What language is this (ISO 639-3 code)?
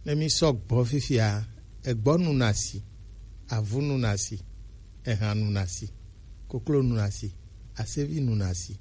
gej